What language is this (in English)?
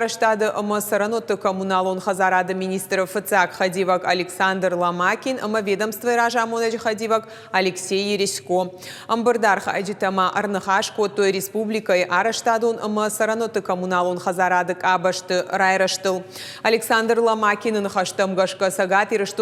Ossetic